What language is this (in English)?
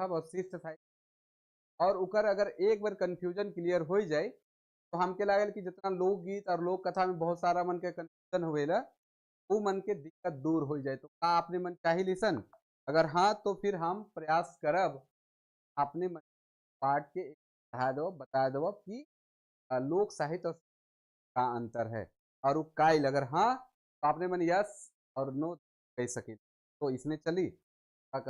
Sadri